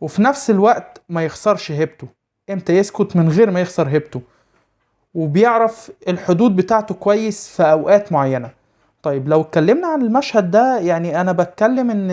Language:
Egyptian Arabic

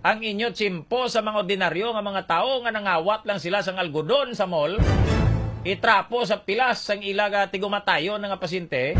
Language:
Hiligaynon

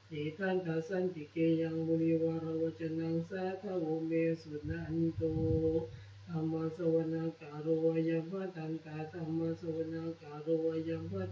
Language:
Pali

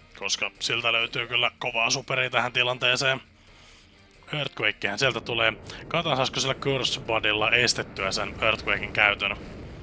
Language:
Finnish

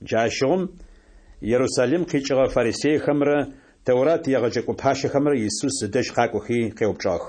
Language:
Adyghe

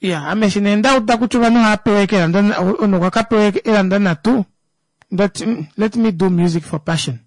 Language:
Kuanyama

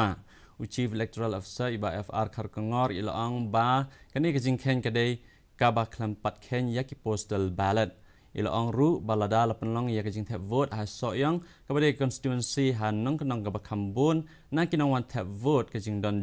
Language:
Khasi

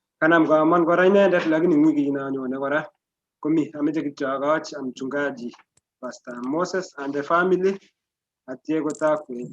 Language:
Kalenjin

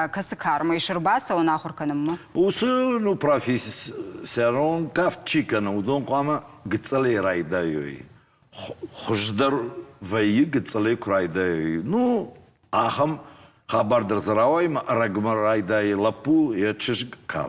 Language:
Ossetic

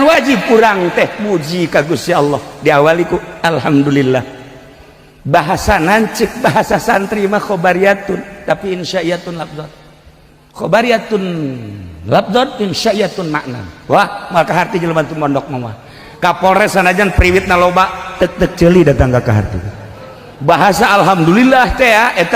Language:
Sundanese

